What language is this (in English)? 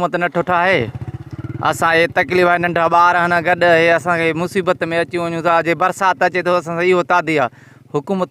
Sindhi